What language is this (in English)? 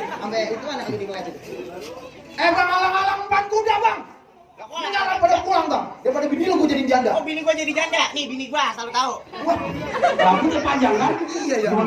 Betawi